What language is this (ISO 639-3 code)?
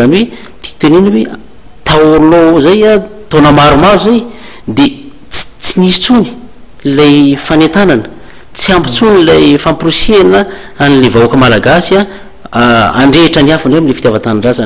mlg